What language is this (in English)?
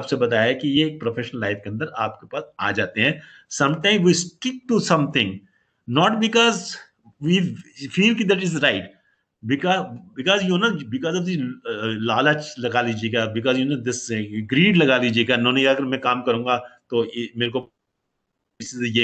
Hindi